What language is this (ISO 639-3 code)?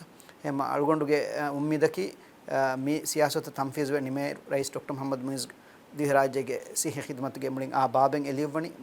div